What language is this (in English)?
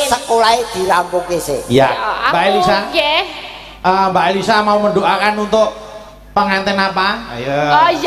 Javanese